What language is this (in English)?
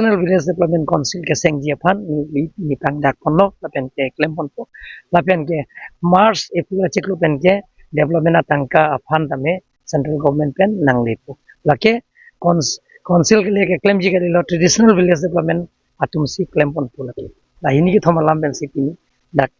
Karbi